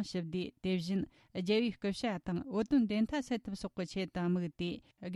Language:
Tibetan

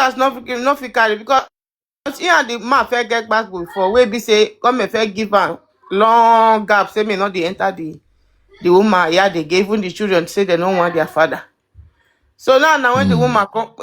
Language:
Nigerian Pidgin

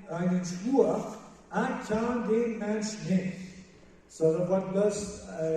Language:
Plautdietsch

